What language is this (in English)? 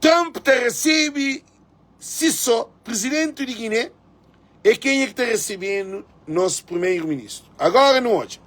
Kabuverdianu